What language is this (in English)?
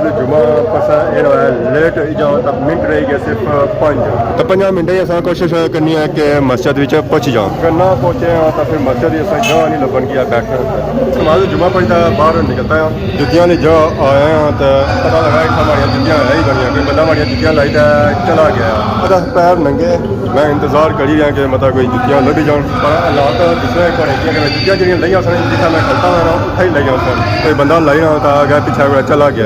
Pahari-Potwari